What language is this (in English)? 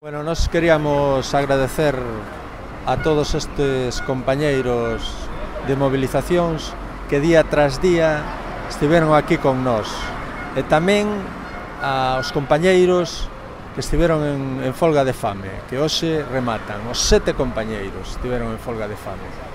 Galician